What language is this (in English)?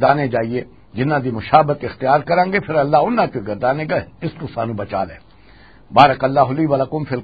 Western Panjabi